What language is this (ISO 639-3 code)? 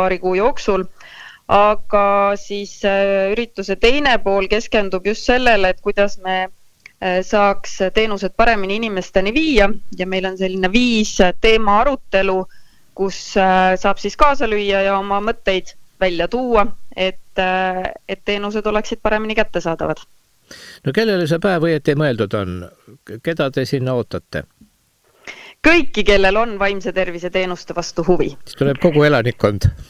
est